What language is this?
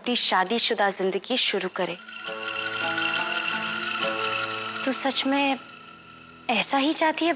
Hindi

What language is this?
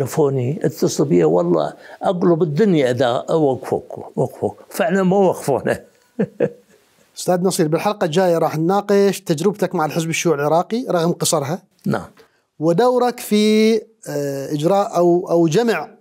Mesopotamian Arabic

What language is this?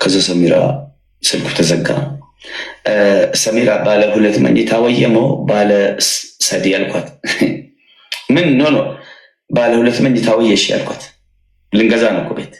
Amharic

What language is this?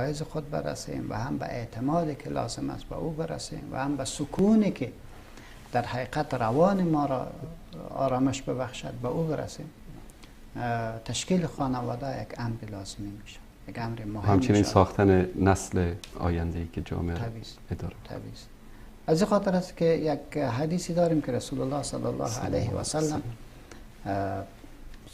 Persian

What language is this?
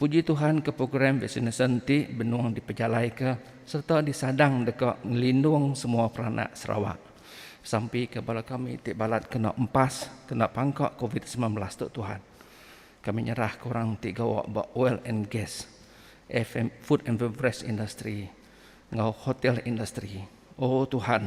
Iban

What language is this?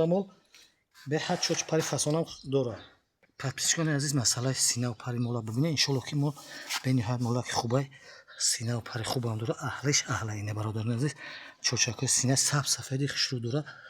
Tajik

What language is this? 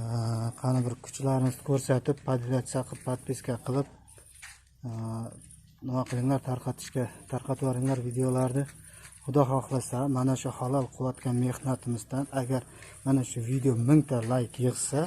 Uzbek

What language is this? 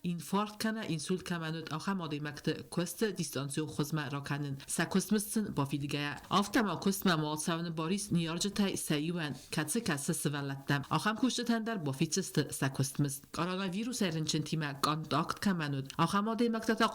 Ossetic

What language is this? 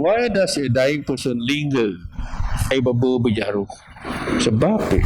Biatah Bidayuh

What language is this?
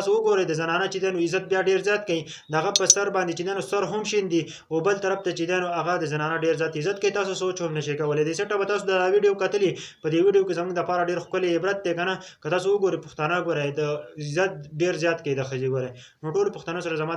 Pashto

